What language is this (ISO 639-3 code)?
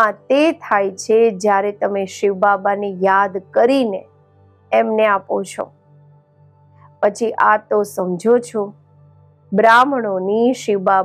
guj